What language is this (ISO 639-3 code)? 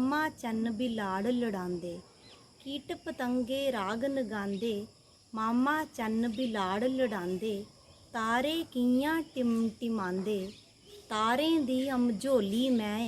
doi